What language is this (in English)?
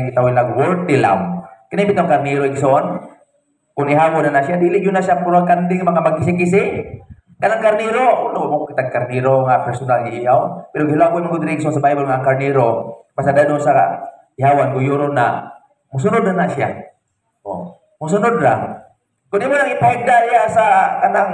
Cebuano